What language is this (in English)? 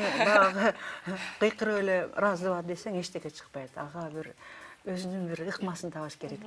Kyrgyz